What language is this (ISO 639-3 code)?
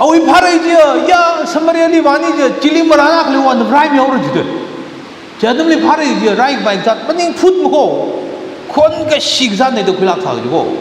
nmf